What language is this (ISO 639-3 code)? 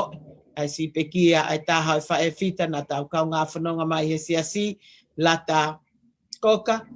ton